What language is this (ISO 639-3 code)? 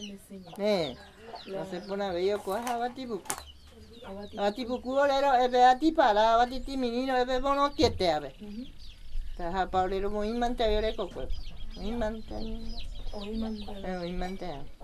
grn